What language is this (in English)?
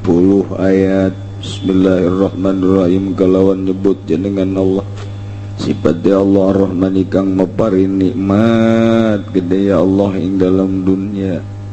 Sundanese